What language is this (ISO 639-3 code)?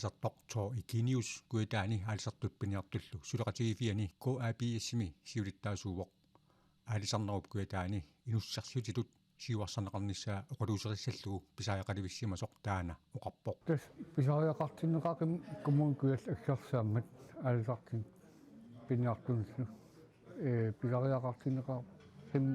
kal